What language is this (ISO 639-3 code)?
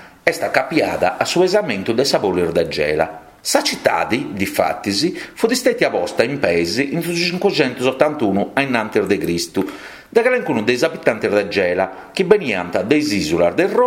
srd